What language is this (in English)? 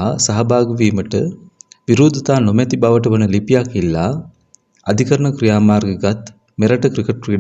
Sinhala